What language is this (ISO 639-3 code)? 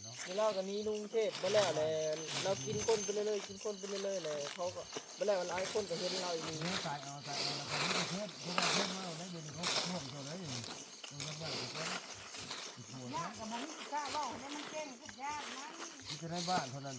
lao